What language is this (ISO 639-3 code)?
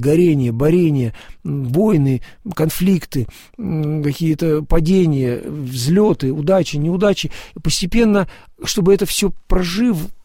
rus